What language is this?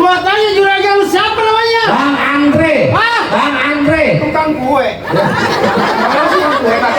Betawi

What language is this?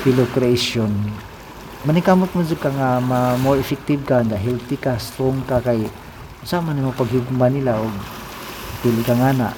Cebuano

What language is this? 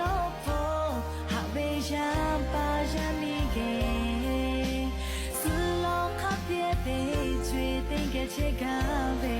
Lahu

